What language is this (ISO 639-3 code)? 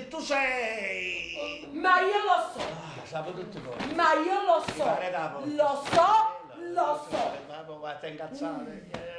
nap